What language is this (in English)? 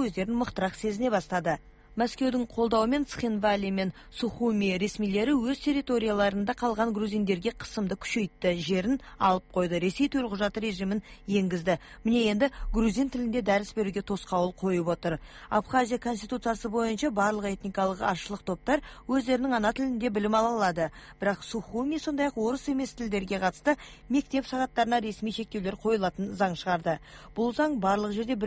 Kazakh